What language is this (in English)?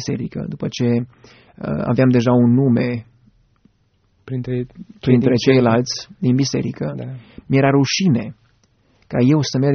Romanian